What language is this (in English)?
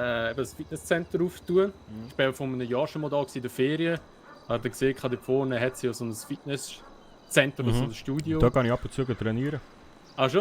Swiss German